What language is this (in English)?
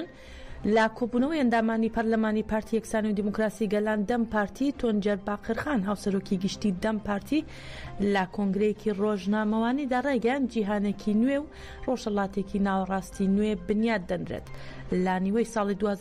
Central Kurdish